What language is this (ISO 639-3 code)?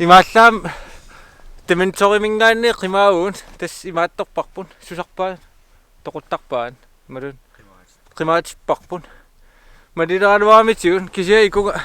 kal